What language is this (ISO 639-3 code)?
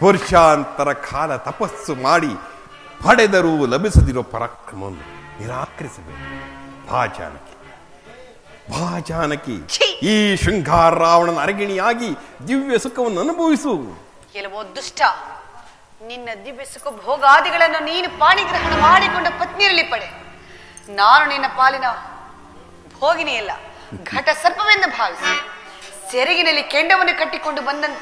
kan